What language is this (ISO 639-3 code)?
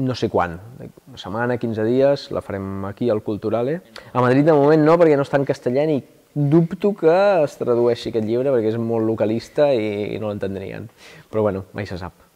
cat